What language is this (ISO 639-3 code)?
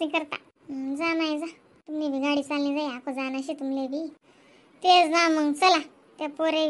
khn